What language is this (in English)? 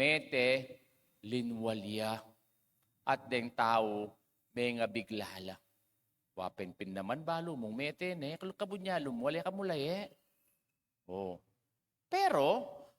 Pampanga